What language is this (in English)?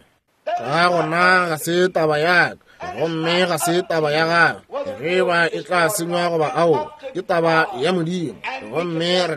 Northern Sotho